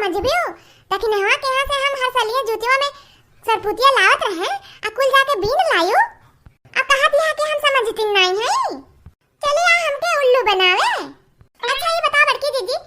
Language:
Awadhi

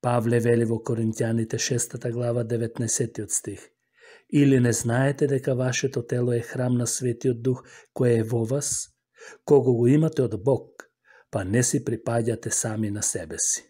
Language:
Macedonian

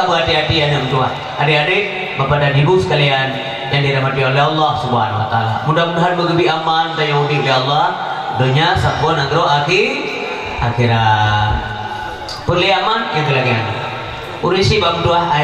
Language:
Achinese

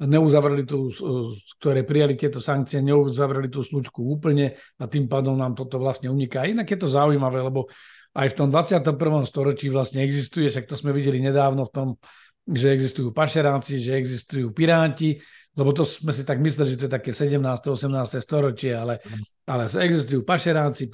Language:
Slovak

